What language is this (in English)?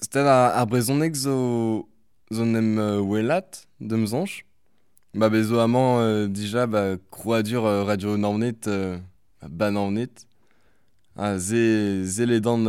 Breton